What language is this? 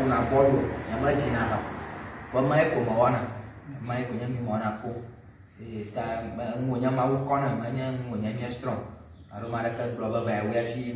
Ewe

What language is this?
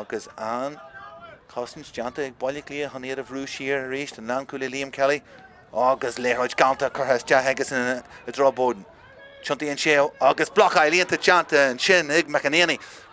Irish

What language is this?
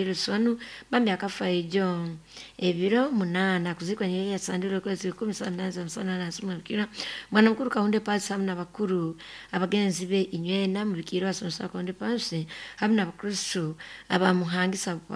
Nyoro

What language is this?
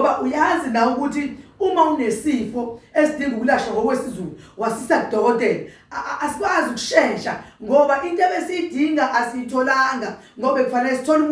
Zulu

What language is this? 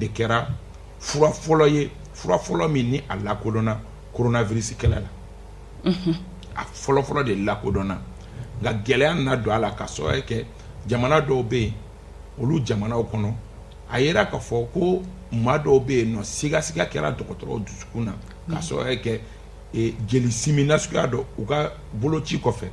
Bambara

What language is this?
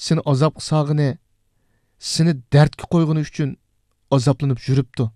Uyghur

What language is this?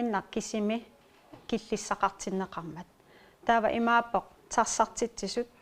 Kalaallisut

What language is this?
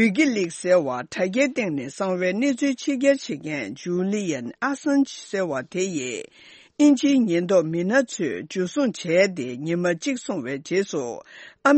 Tibetan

